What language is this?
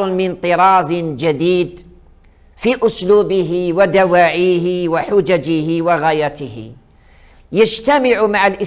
Arabic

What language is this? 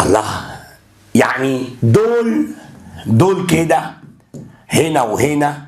Egyptian Arabic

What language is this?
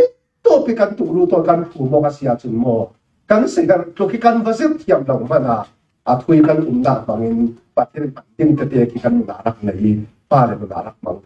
Falam Chin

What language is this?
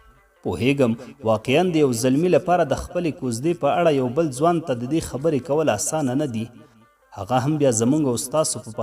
Pashto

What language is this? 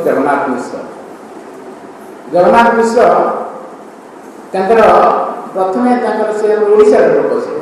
Odia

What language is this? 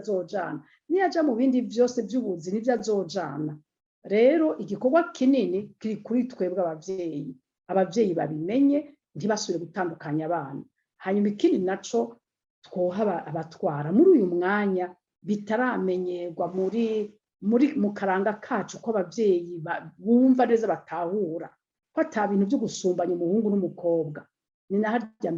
Rundi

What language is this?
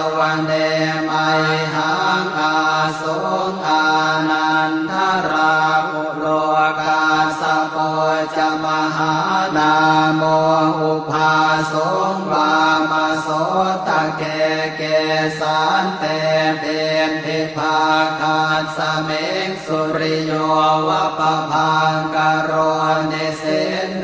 Pali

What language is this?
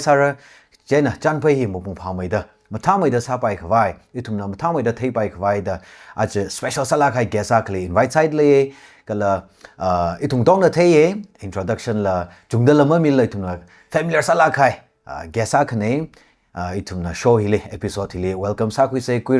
Tangkhul Naga (India)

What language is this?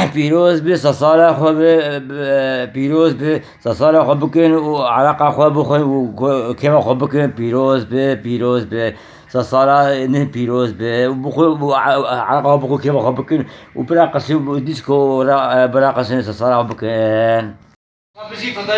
Kurdish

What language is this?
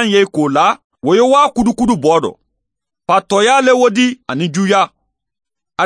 Mandingo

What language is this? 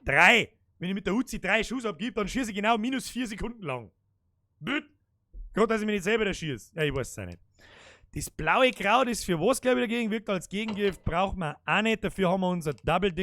Bavarian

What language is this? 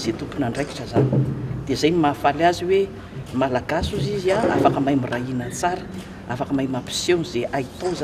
Malagasy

